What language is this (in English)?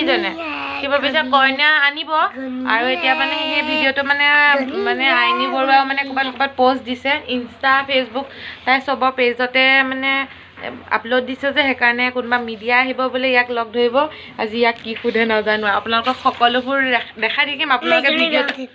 Assamese